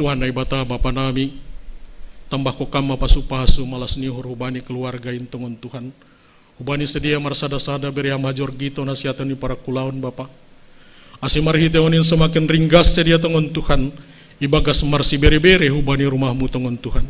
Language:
Batak Simalungun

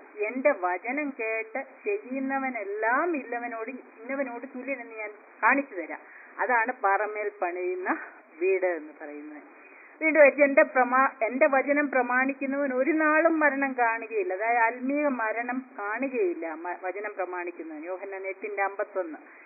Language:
Malayalam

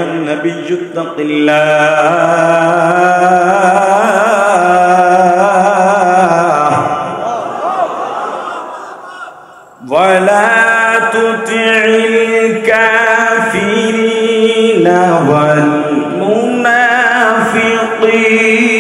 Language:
Bangla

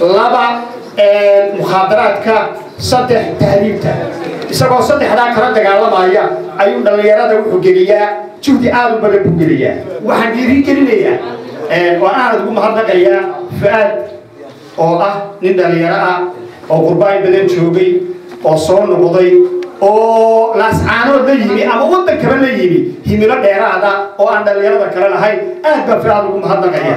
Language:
Somali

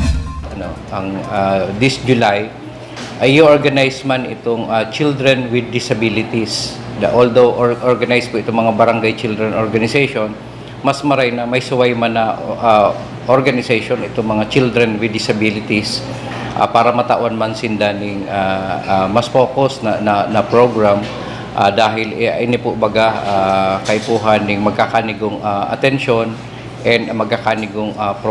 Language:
Bikol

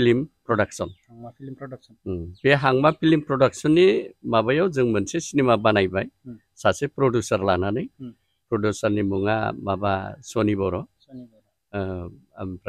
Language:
Bodo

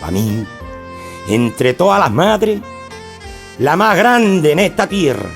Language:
Extremaduran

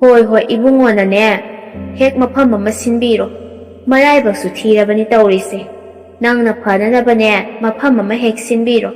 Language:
Manipuri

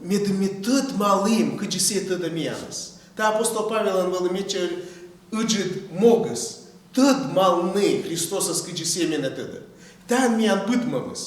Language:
Komi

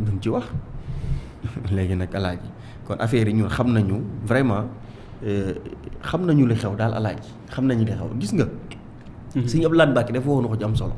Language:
Wolof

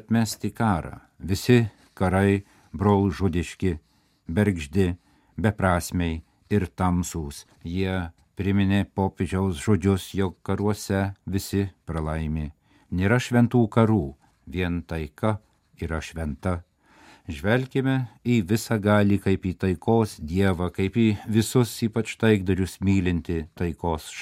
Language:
Lithuanian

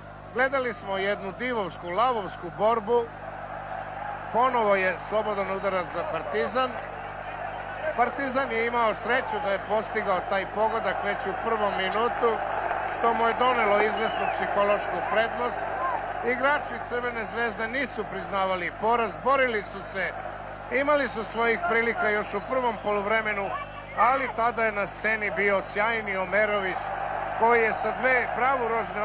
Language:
Serbian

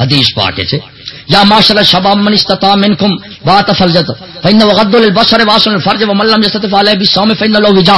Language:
Saraiki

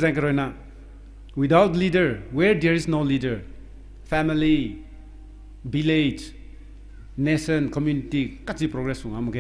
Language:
Rongmei Naga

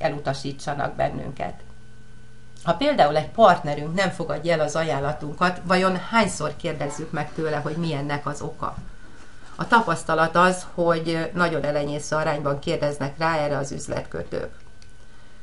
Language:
Hungarian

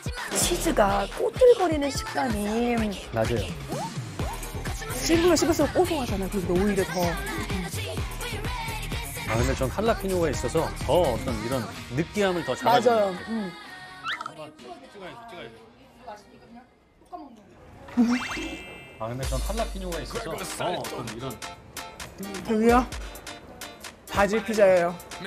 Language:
Korean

